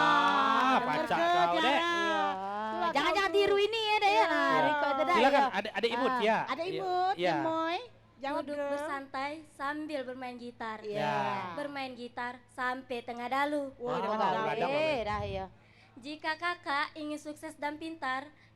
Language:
Musi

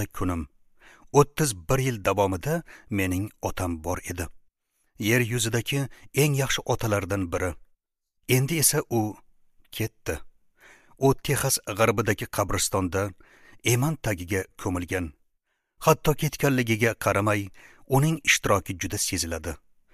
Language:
Uzbek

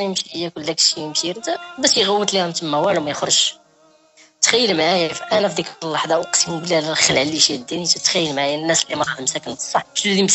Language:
Moroccan Arabic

